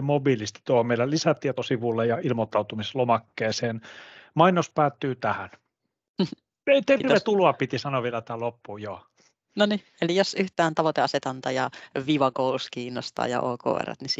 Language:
Finnish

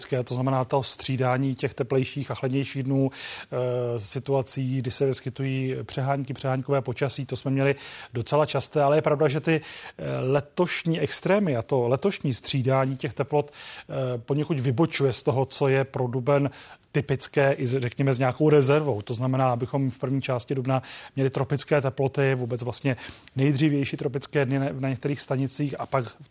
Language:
Czech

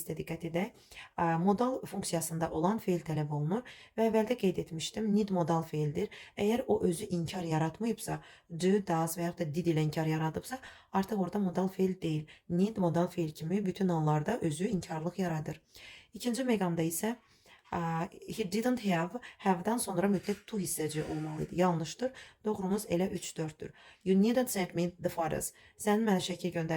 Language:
Azerbaijani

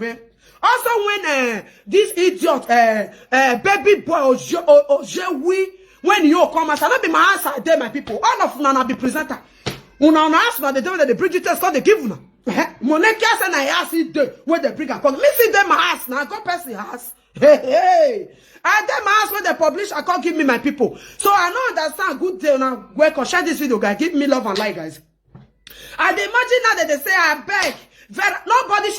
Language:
Nigerian Pidgin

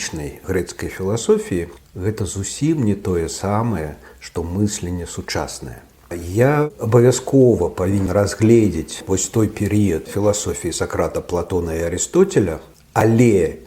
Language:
Belarusian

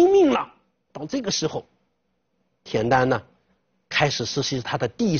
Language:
Chinese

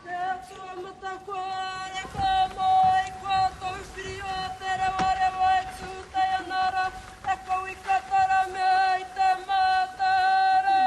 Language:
Māori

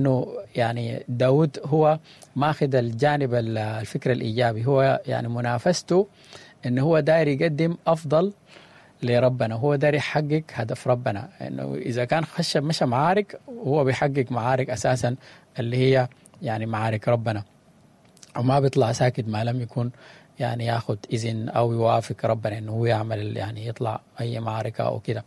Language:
Sudanese Arabic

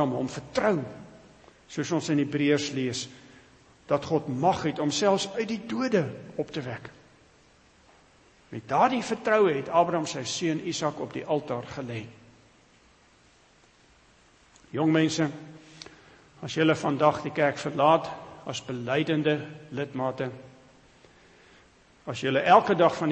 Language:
Afrikaans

